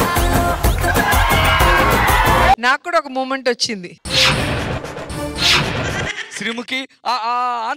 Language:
Telugu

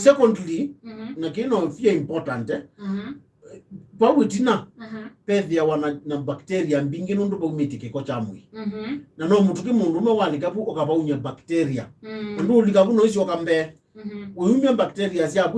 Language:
Kamba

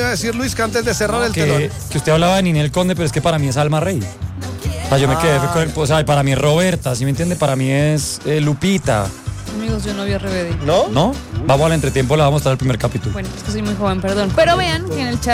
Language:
Spanish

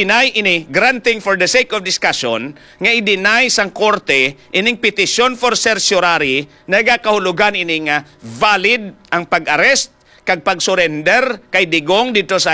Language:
Hiligaynon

